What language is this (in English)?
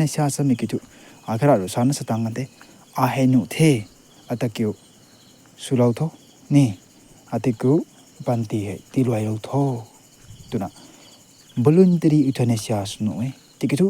Rongmei Naga